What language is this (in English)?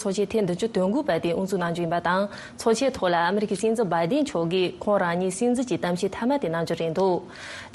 Tibetan